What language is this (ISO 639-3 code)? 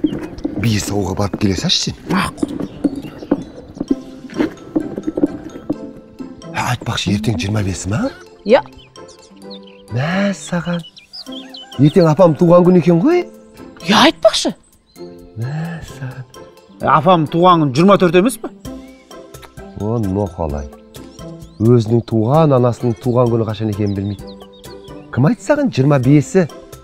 kaz